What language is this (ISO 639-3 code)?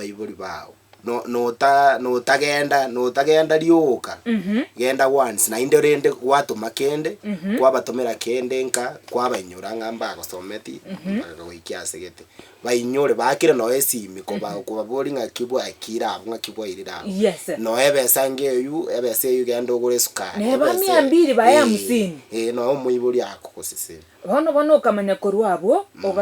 guz